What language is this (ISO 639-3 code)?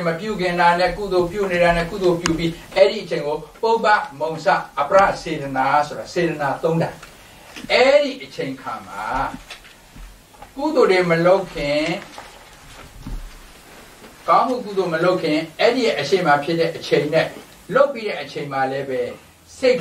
mya